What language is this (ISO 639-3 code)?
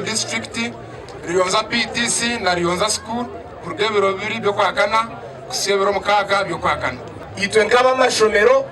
nyn